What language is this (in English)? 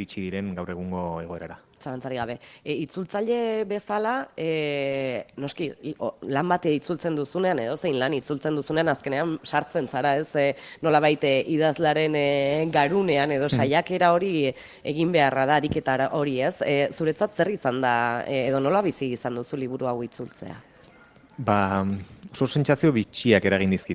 Basque